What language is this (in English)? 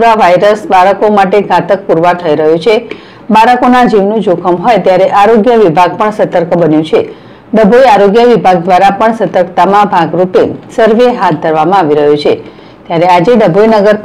Gujarati